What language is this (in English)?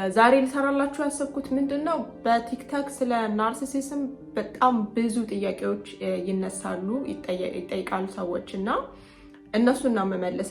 Amharic